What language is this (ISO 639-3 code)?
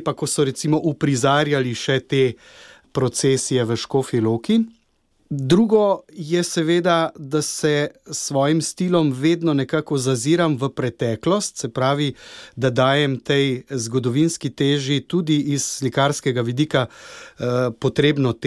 slv